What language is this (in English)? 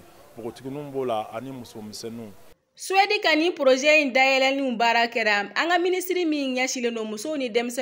Bambara